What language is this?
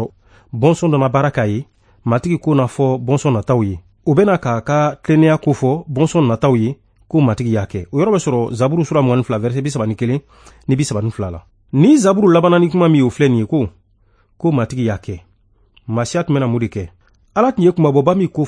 Bambara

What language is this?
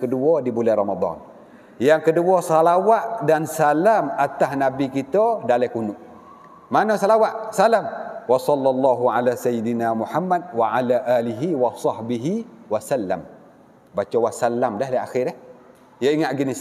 Malay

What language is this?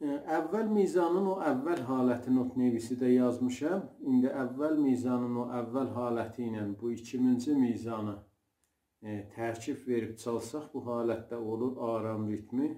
South Azerbaijani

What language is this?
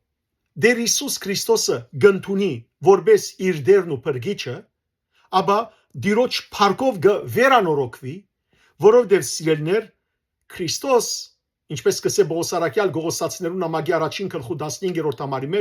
Western Armenian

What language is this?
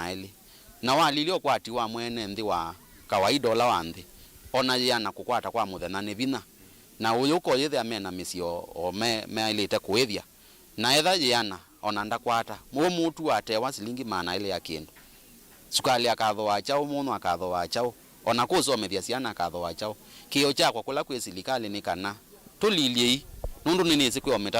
Kamba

